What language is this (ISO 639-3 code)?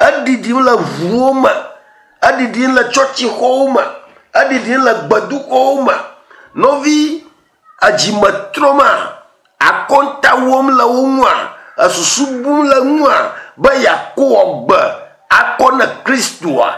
ewe